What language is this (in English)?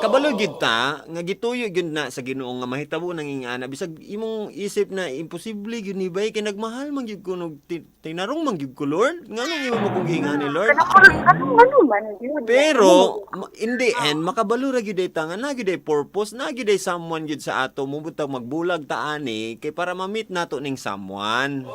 Cebuano